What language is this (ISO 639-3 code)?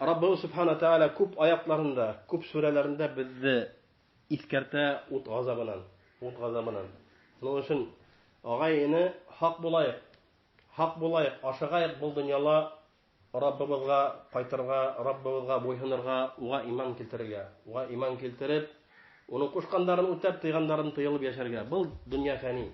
bak